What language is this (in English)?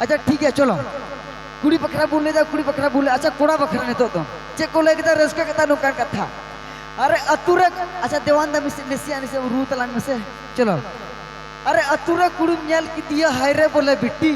Santali